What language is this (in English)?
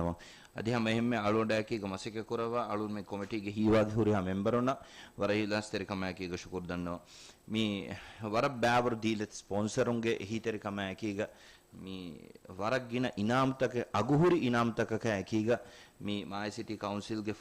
Divehi